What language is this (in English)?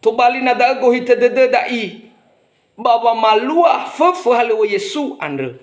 Nias